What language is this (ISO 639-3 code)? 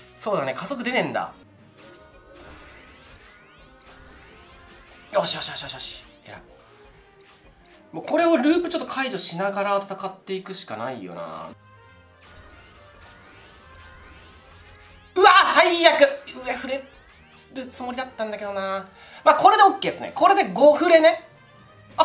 jpn